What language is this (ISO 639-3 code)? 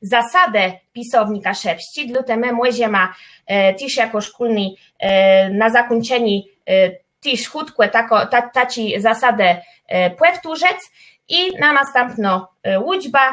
csb